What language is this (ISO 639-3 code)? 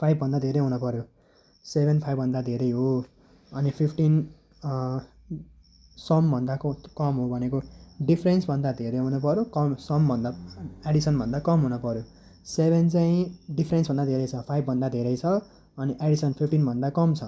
nep